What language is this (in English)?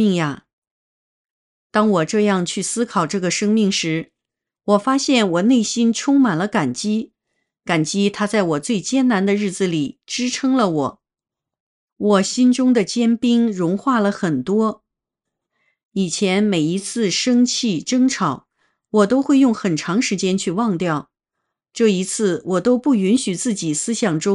Chinese